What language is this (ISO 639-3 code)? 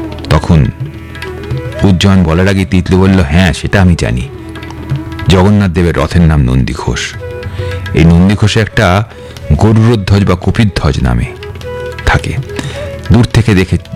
ben